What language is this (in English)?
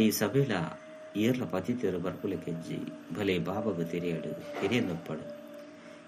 Tulu